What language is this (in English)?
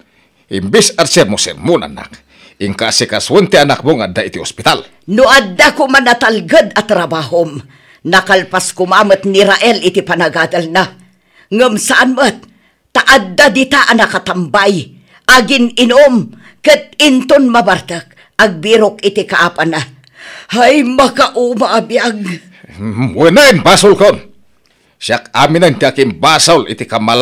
Iloko